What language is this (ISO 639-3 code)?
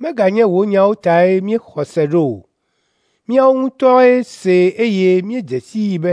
ewe